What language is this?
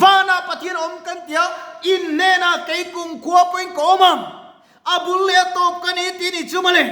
Mizo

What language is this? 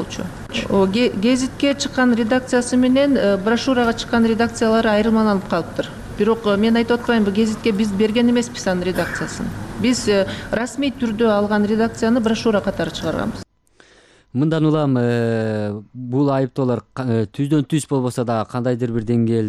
Kyrgyz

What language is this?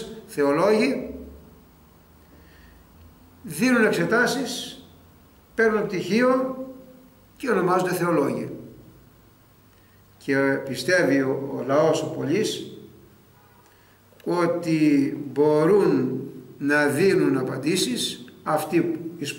Greek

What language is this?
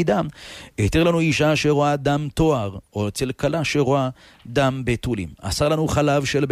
Hebrew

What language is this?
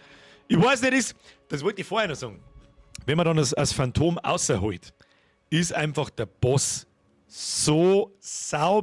Bavarian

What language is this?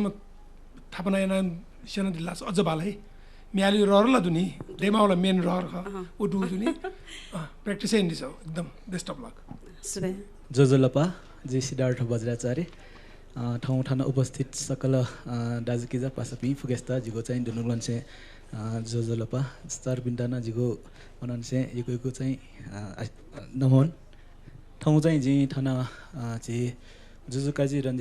Newari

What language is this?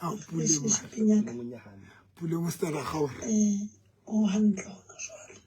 Southern Sotho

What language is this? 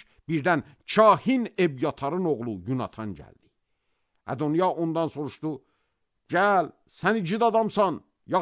Azerbaijani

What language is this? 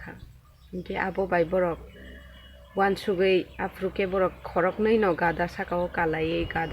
Kok Borok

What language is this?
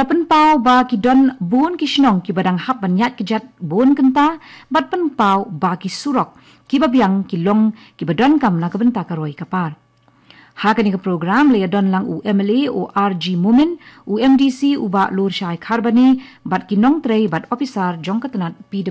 Khasi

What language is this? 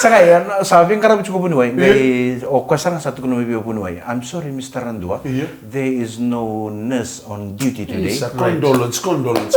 Fijian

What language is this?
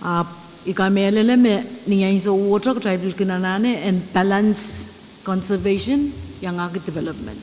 Pohnpeian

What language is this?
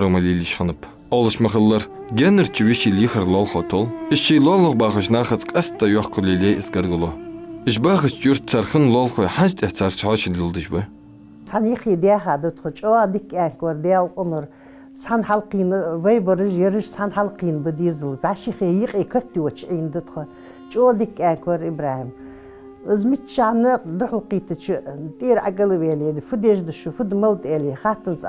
Ingush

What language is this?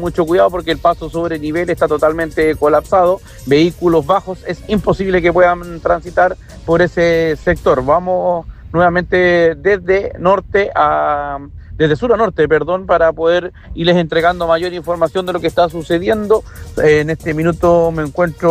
Spanish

